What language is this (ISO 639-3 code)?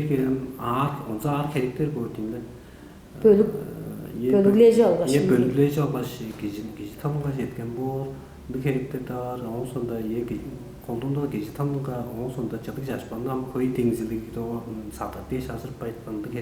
tyv